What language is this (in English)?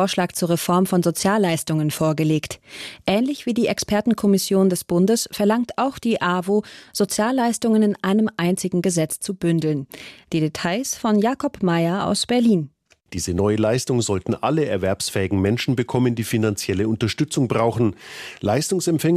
German